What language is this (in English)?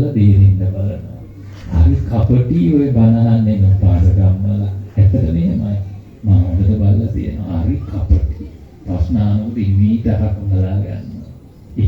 Sinhala